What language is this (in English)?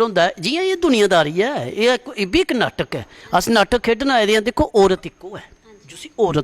Dogri